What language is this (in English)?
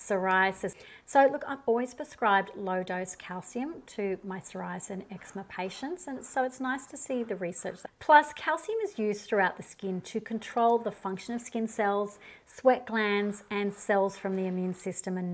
English